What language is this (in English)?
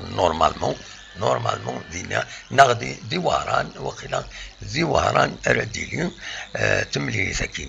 Kabyle